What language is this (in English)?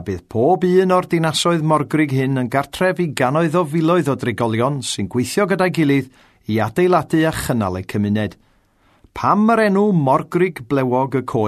Welsh